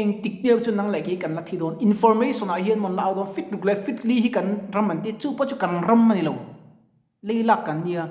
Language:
Mizo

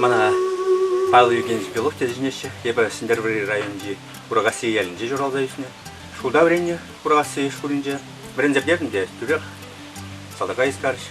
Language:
Chuvash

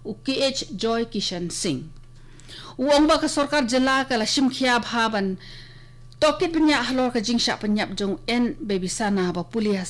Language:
Khasi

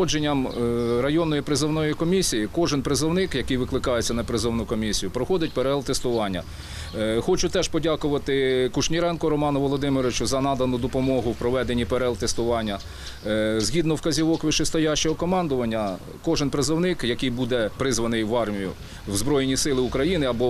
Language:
Ukrainian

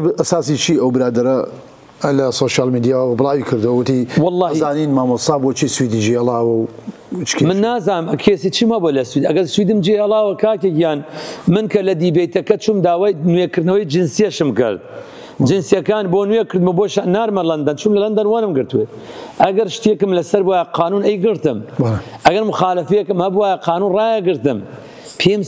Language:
Central Kurdish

